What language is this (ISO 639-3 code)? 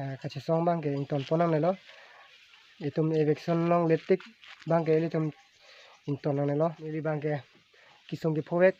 mjw